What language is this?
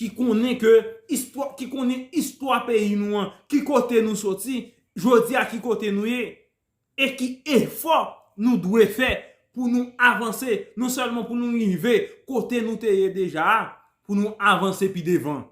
Haitian Creole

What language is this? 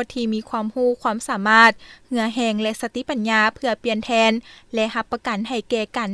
Lao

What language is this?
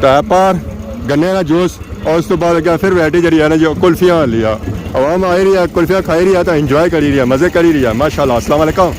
Pahari-Potwari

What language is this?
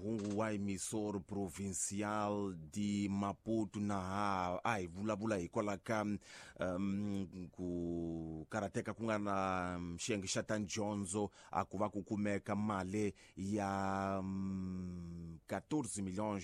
Tsonga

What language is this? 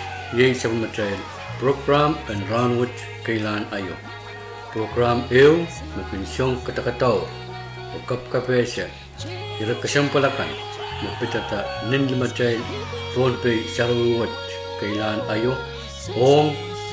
Pohnpeian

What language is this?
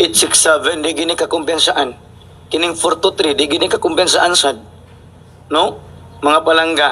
Cebuano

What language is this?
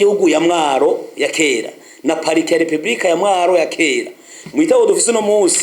Rundi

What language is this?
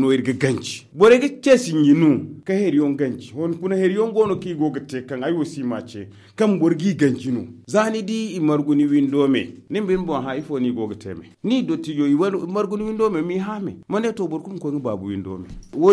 Zarma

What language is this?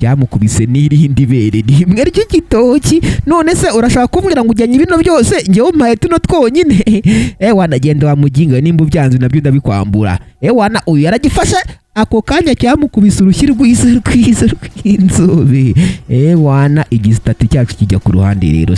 Kinyarwanda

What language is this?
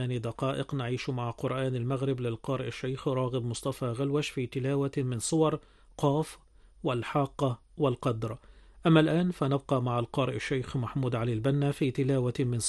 Arabic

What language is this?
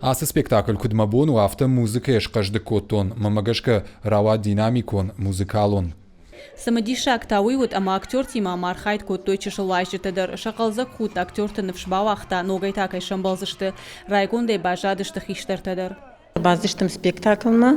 Ossetic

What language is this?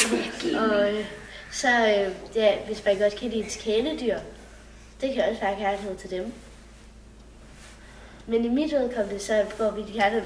Danish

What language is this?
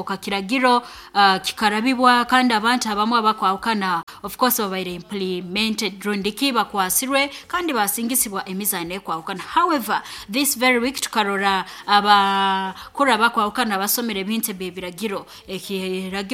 Nyankole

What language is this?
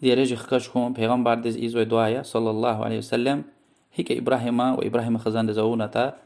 Lezghian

